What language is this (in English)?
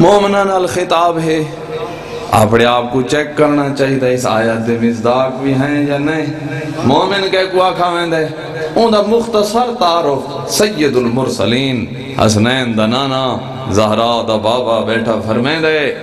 Saraiki